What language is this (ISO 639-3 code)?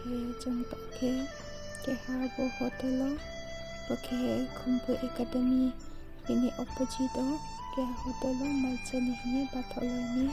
ria